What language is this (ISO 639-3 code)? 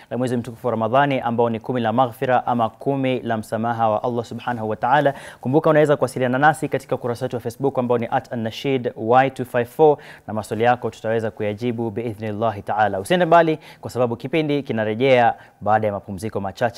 swa